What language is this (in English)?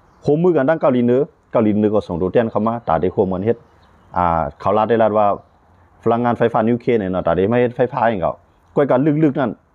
Shan